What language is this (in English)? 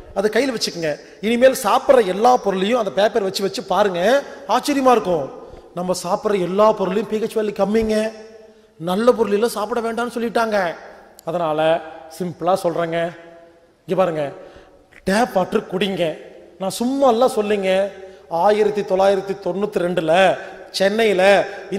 Tamil